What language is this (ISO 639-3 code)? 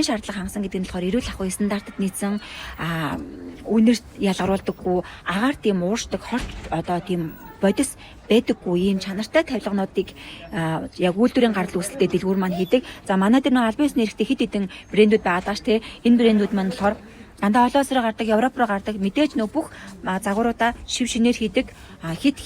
mon